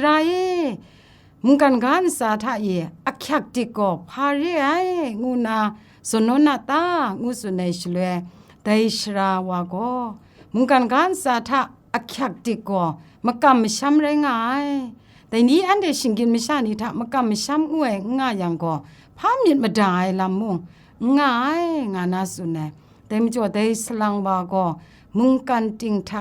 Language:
Kachin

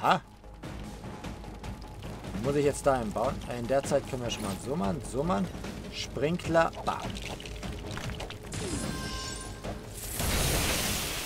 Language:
German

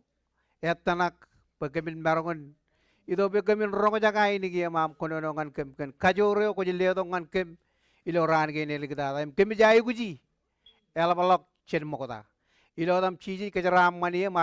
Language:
Marshallese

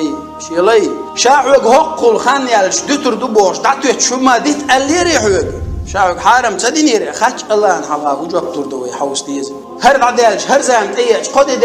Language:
Chechen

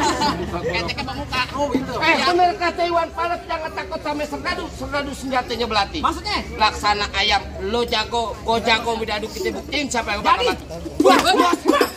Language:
Betawi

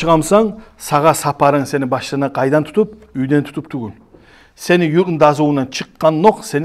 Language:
Kumyk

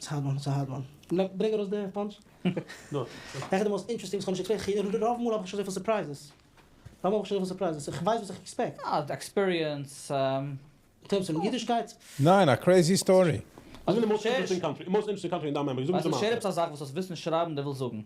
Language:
Yiddish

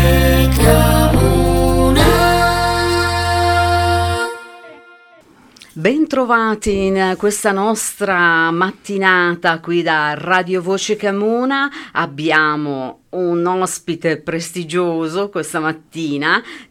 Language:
Italian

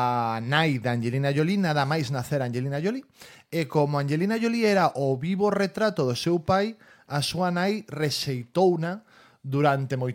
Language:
Galician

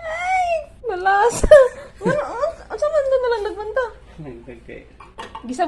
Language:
Cebuano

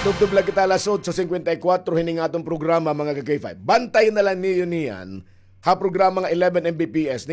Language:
Waray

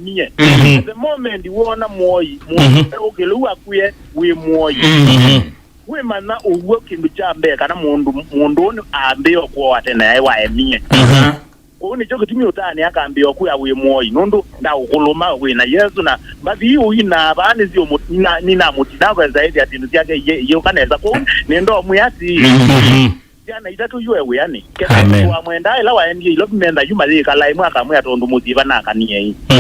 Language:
Kamba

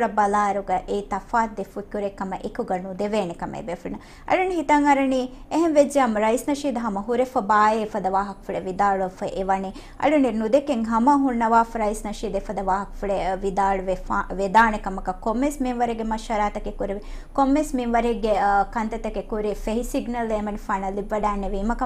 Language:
Divehi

